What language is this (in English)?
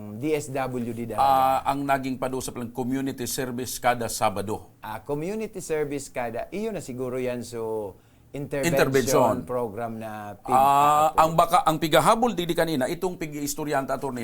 Bikol